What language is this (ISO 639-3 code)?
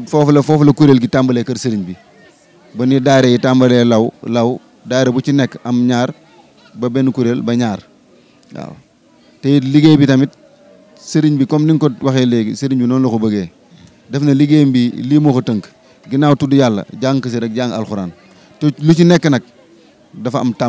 wol